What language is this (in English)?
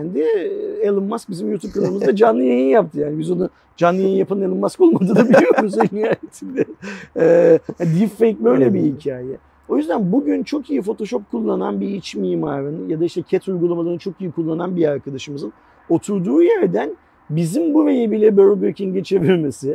Turkish